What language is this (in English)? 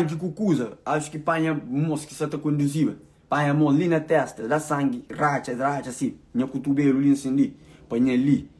Kabuverdianu